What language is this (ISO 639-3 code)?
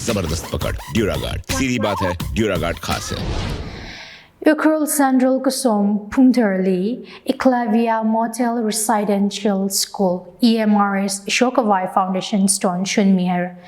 nmf